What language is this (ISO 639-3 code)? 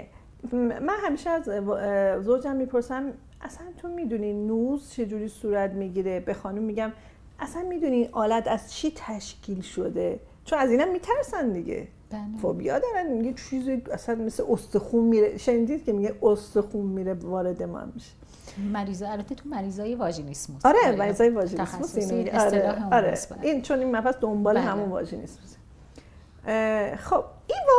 fas